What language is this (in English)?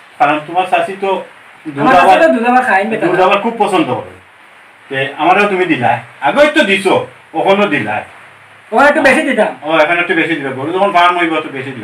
Sylheti